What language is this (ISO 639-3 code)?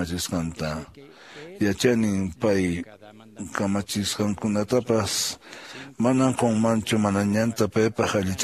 que